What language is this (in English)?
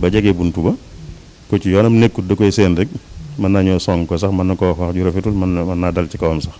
Wolof